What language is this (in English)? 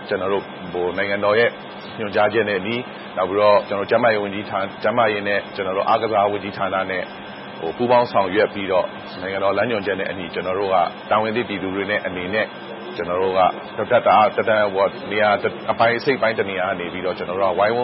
Burmese